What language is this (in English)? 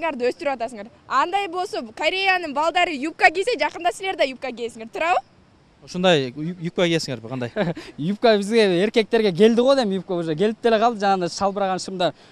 Kyrgyz